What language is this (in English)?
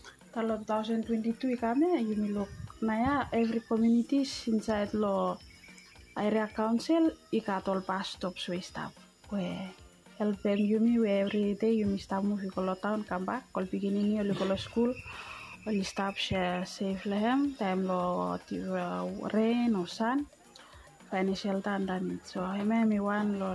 Bislama